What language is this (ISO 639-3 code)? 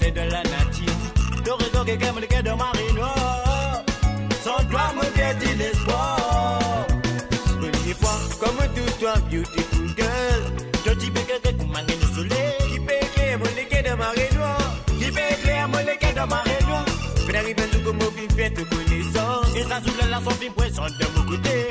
mfe